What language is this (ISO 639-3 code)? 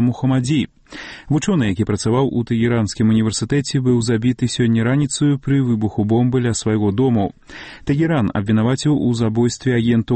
bel